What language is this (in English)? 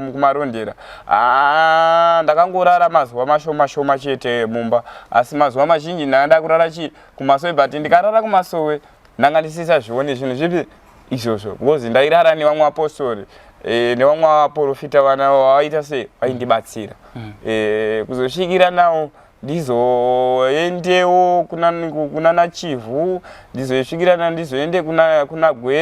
Shona